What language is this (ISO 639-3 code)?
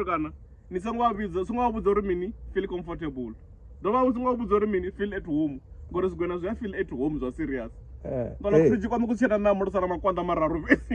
ven